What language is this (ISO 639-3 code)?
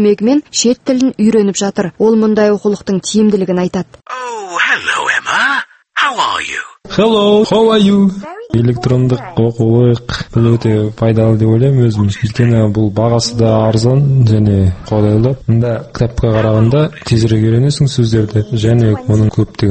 kaz